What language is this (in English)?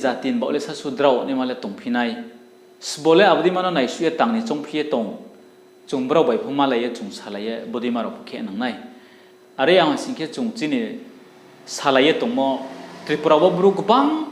Riang (India)